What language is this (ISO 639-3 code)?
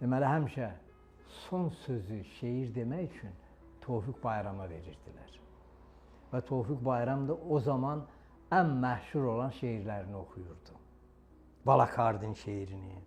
aze